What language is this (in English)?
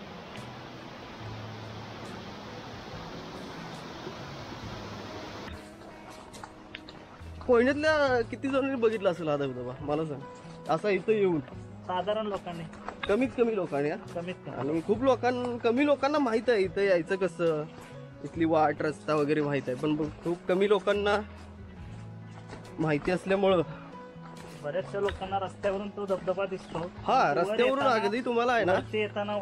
Marathi